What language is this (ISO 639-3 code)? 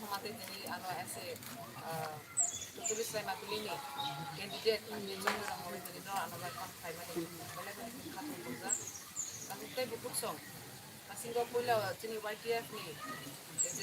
trp